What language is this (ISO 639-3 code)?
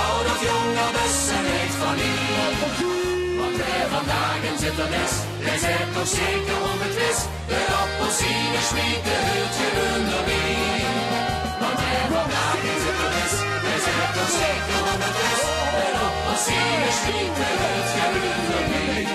lim